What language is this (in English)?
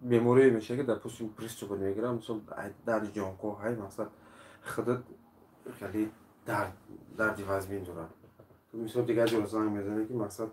Tajik